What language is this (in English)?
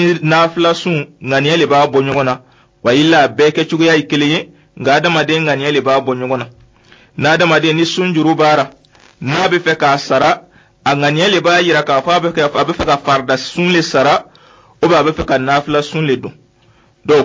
Dyula